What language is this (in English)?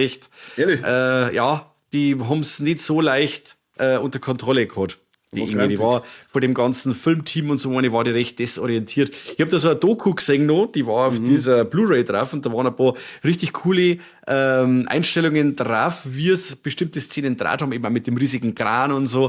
Bavarian